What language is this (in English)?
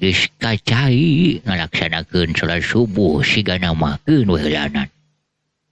Sundanese